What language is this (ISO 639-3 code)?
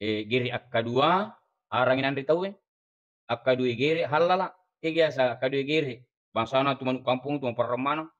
bug